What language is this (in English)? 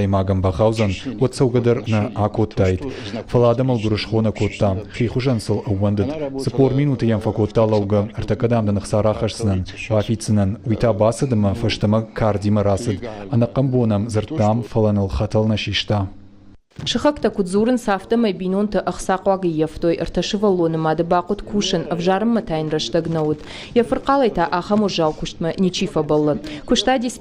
Ossetic